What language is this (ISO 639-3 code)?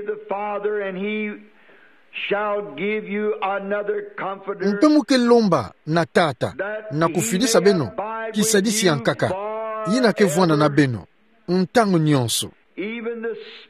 ktu